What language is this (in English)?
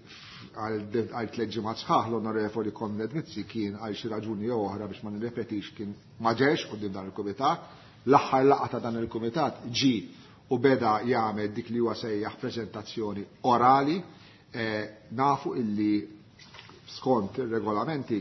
Maltese